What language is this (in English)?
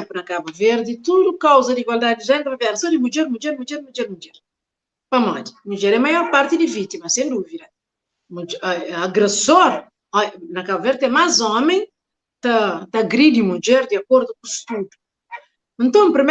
Kabuverdianu